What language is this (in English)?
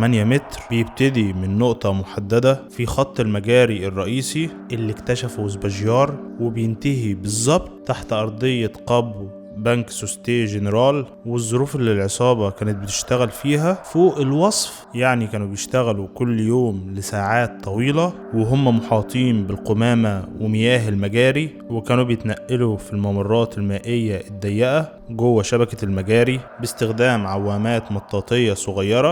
Egyptian Arabic